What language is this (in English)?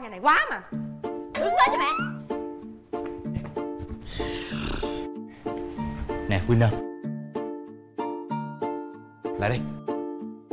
Vietnamese